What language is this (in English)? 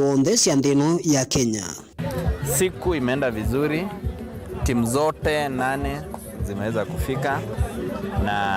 Kamba